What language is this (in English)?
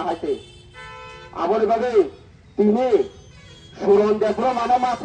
Kok Borok